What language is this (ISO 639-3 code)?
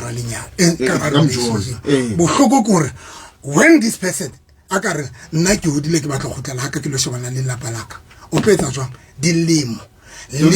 sot